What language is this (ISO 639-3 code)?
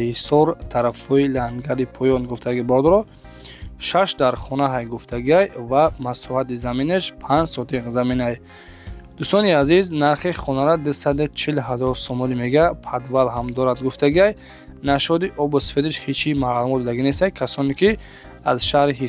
tgk